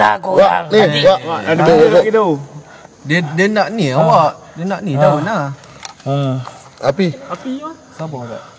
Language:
Malay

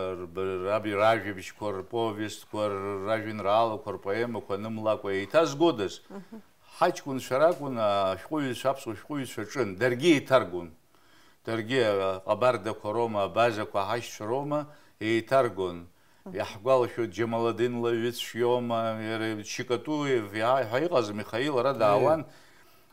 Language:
Abkhazian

